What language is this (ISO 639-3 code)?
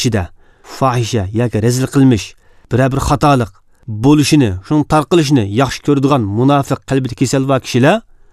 uig